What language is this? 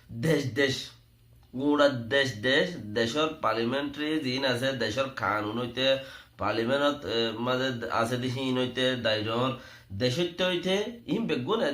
Rohingya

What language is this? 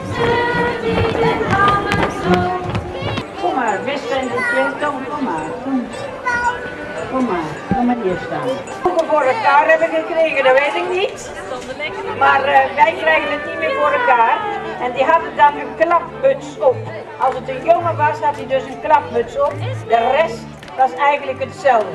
Dutch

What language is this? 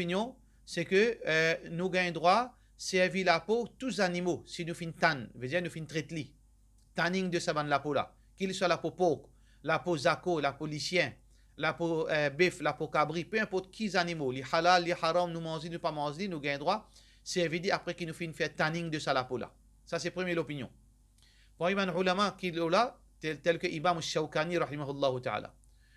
Morisyen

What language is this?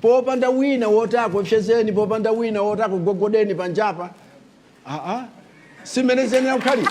Nyanja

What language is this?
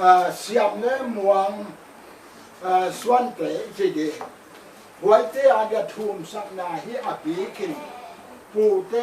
Paite Chin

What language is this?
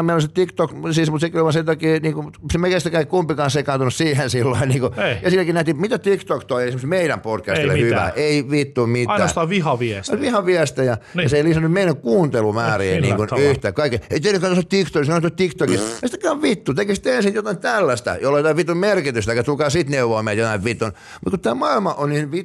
Finnish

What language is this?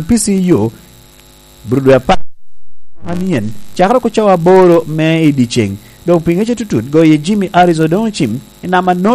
Lango (Uganda)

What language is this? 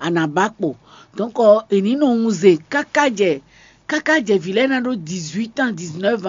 Fon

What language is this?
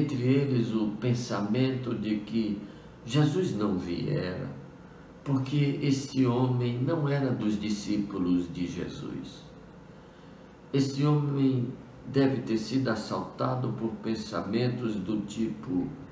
Portuguese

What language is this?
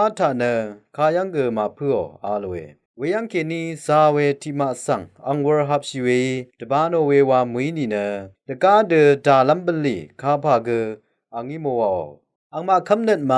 Rawang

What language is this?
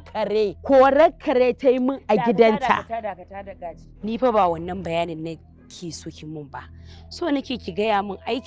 Hausa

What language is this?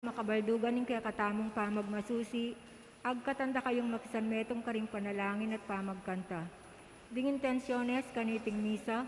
Pampanga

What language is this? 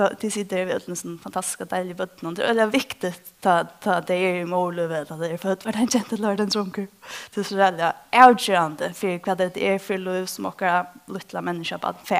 Faroese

